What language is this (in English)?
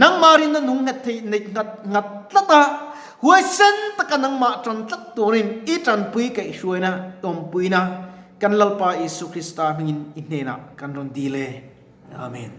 Mizo